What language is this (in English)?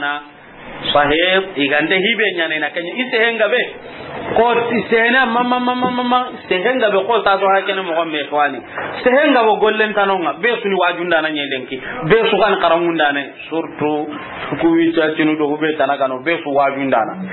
Soninke